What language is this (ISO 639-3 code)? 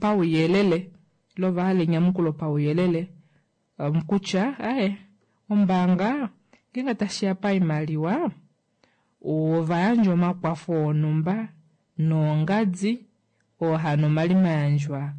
kua